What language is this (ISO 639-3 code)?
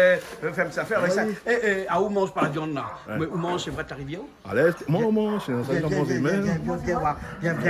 rcf